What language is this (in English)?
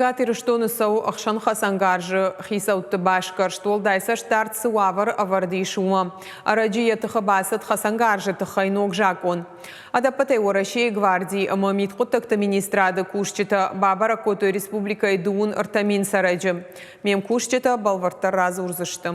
Ossetic